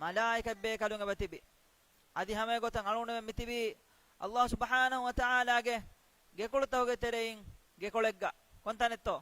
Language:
Divehi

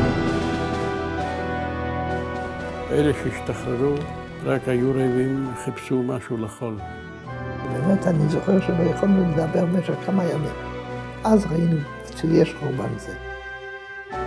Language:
Hebrew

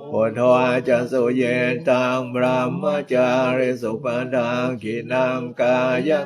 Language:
Pali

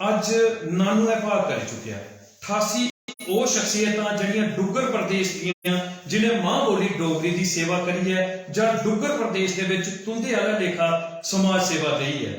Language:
Dogri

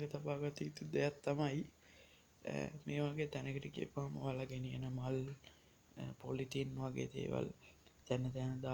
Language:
Sinhala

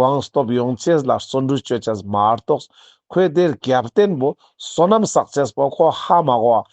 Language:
Ladakhi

